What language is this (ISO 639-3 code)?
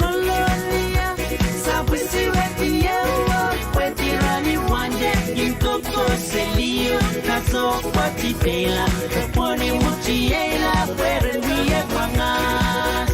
pon